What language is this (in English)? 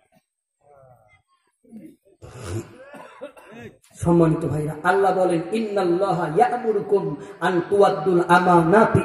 Bangla